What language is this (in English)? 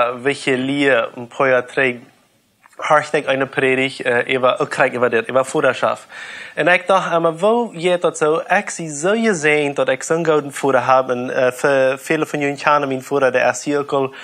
Plautdietsch